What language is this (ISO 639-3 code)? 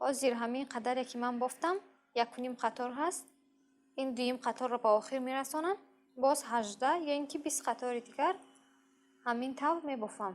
tgk